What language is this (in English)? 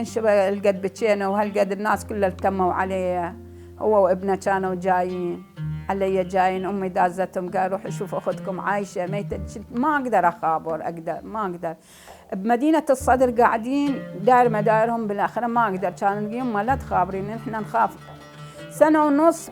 Mesopotamian Arabic